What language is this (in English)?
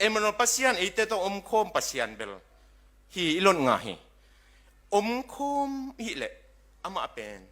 Tedim Chin